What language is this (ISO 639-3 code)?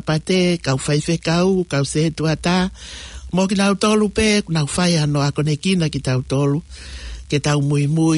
ton